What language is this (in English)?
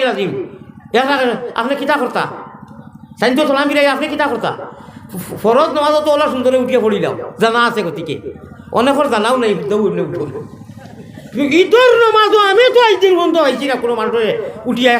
Sylheti